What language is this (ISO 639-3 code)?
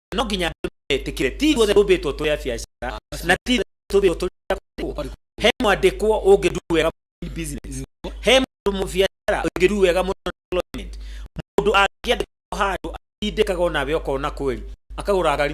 kik